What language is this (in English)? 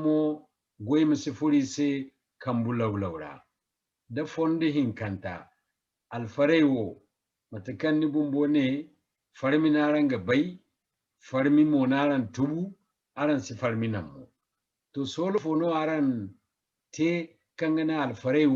Zarma